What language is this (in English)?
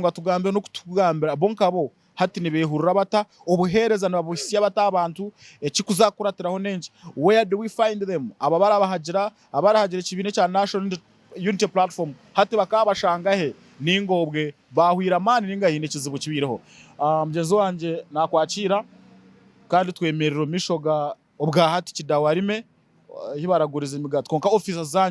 Nyankole